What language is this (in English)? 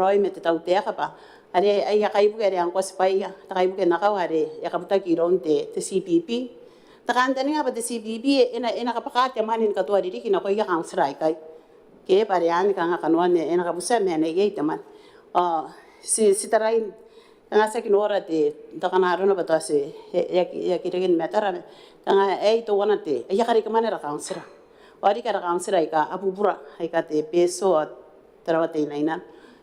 Gilbertese